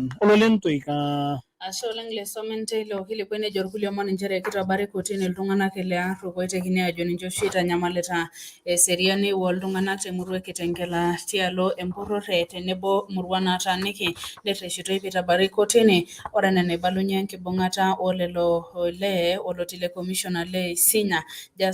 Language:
Masai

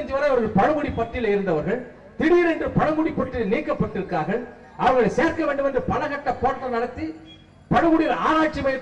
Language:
Tamil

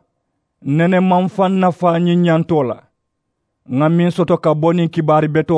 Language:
Mandingo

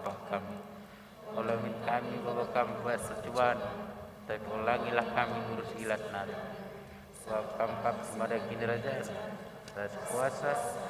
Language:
Batak Karo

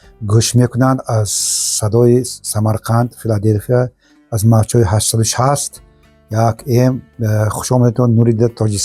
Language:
Tajik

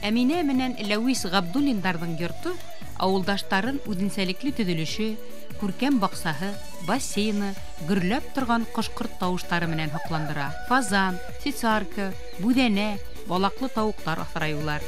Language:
Bashkir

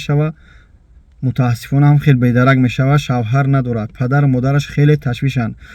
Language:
Tajik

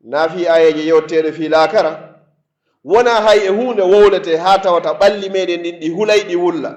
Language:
Pular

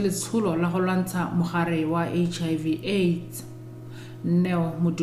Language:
Tswana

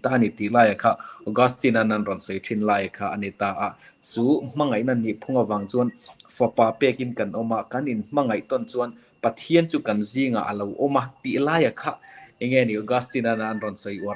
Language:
Mizo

